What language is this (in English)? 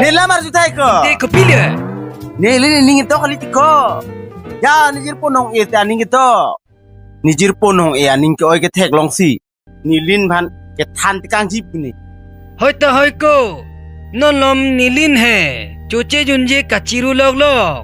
Karbi